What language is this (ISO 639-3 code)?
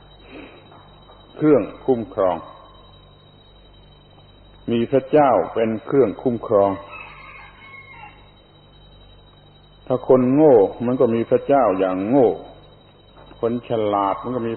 tha